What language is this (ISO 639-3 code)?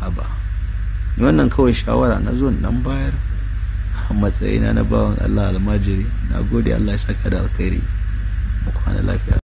hau